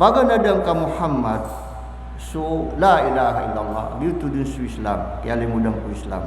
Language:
Maranao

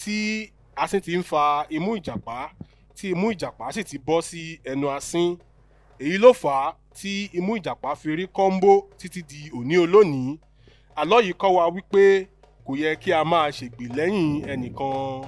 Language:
Yoruba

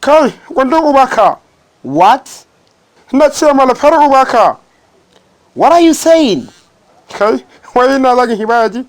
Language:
Hausa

